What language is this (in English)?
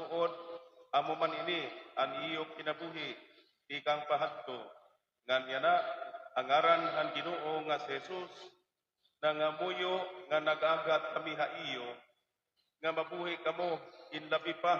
Waray